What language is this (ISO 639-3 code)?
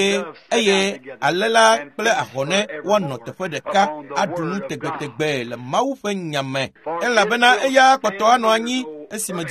ewe